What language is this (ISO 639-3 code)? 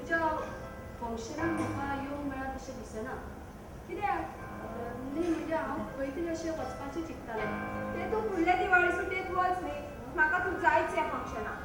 kok